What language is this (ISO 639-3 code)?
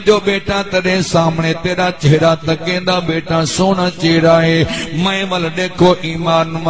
skr